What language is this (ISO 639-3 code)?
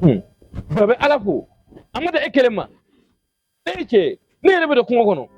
bam